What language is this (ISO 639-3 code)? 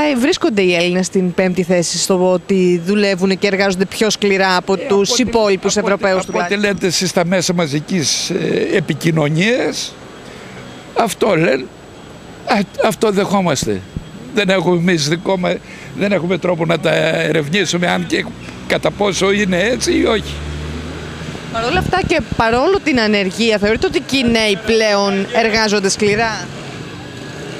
ell